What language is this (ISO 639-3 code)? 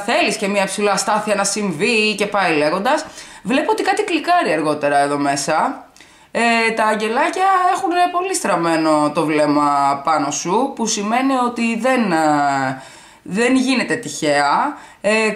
ell